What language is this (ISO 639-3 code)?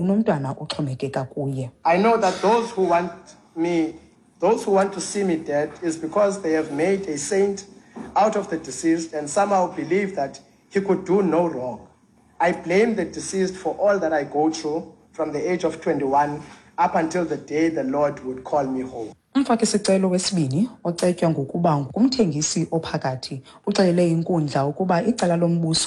xho